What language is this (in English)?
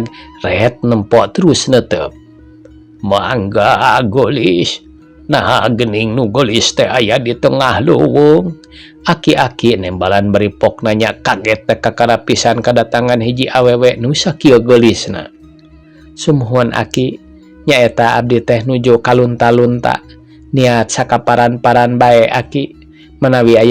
Sundanese